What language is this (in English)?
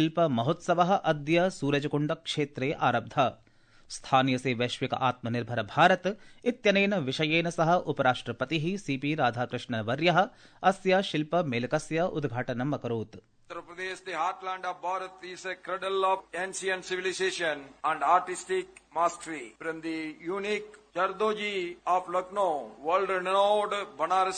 Sanskrit